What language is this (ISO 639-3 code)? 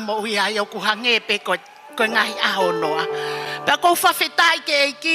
ton